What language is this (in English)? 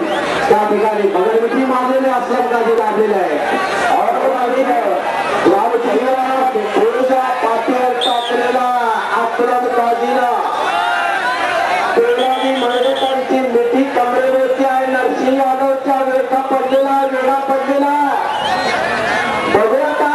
Marathi